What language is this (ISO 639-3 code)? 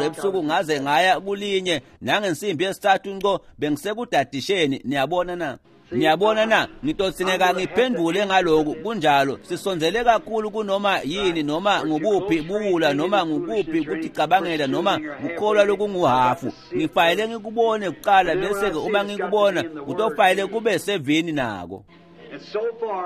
ssw